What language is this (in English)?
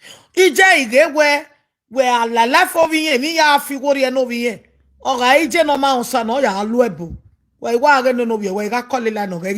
Nigerian Pidgin